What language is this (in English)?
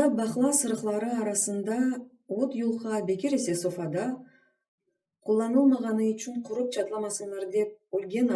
Crimean Tatar